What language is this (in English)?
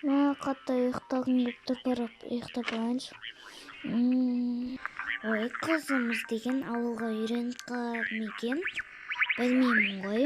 Kazakh